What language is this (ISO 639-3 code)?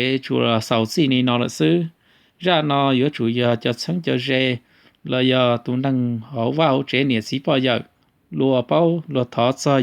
hmn